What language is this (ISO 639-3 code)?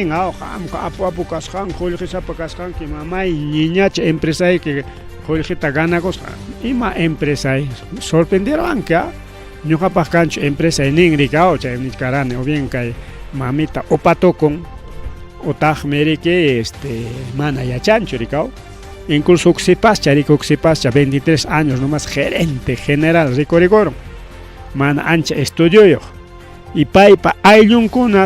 quy